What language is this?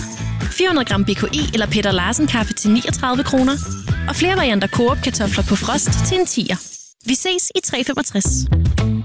Danish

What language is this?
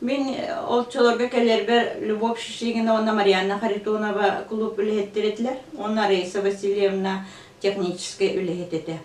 Yakut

